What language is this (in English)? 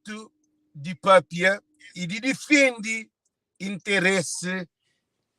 Kabuverdianu